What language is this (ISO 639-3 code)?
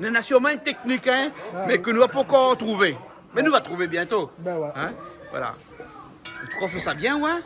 rcf